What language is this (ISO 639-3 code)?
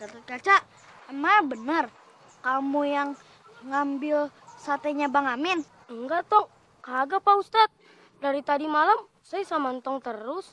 bew